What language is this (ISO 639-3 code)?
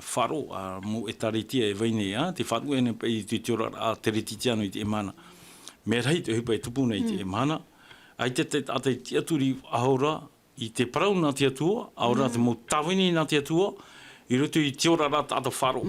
tah